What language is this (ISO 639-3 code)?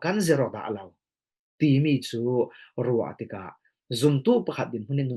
cfm